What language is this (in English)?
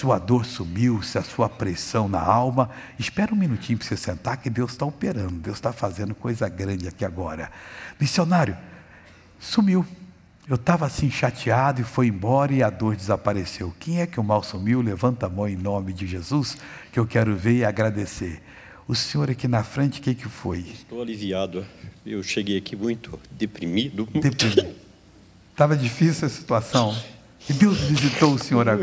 Portuguese